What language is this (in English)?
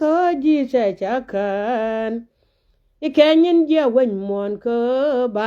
Nuer